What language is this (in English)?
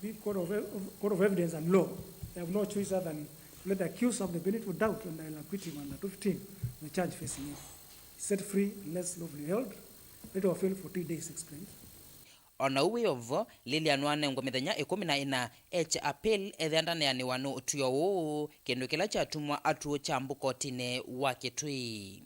Kamba